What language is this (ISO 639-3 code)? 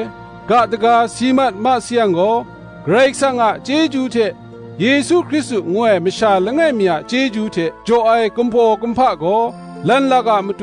kac